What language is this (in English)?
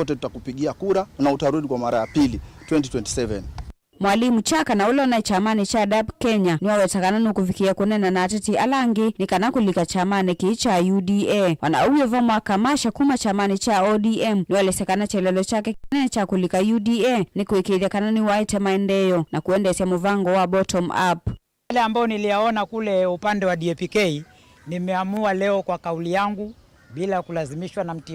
Kamba